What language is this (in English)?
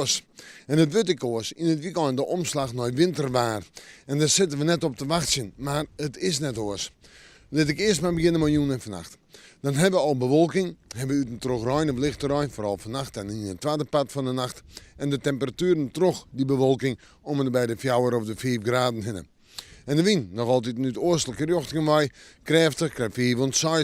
Western Frisian